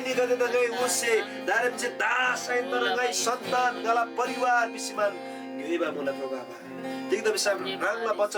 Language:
Eastern Tamang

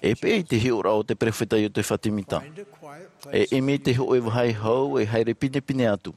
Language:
Tahitian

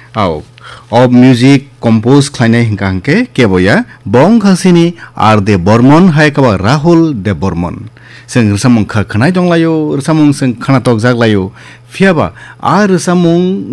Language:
Kok Borok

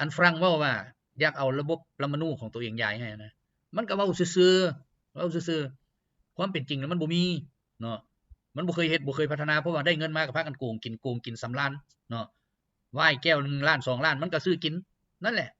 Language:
Lao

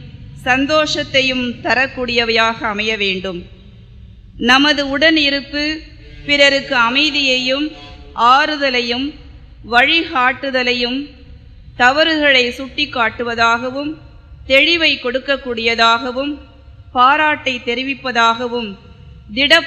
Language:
Tamil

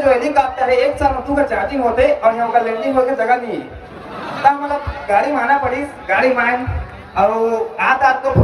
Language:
Chhattisgarhi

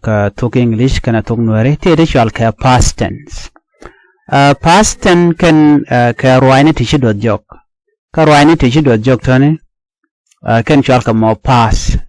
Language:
Nuer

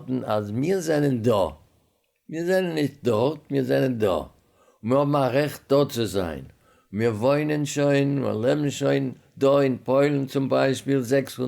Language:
Yiddish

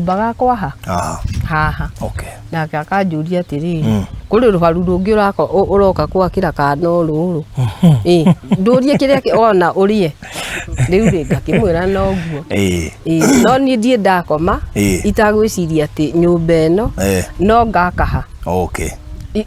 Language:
Kikuyu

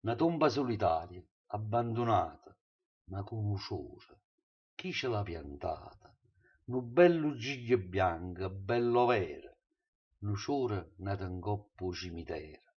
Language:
Neapolitan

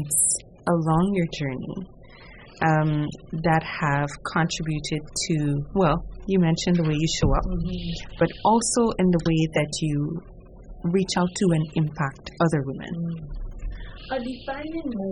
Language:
English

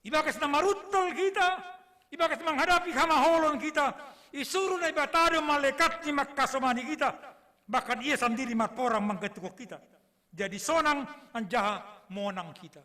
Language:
Batak Simalungun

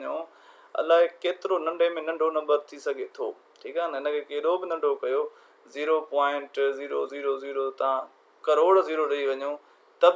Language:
Sindhi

